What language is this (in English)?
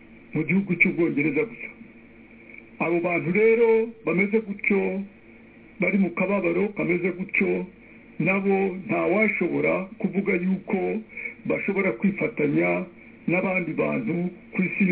Kinyarwanda